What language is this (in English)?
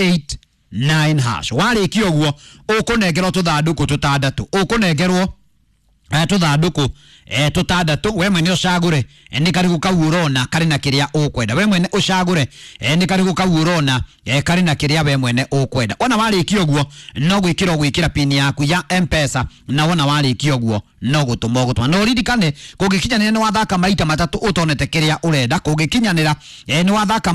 Kikuyu